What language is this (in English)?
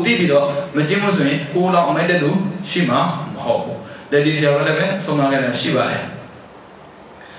Burmese